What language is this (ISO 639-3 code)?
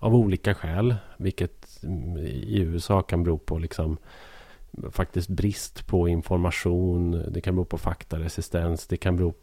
swe